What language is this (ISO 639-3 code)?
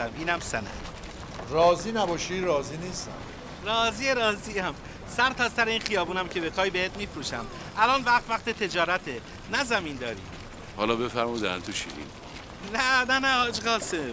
fas